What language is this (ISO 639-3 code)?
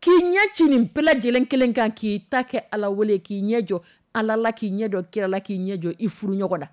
dyu